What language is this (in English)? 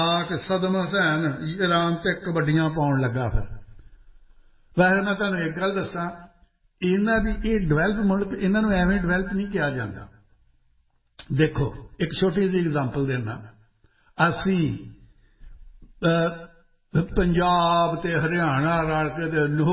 Punjabi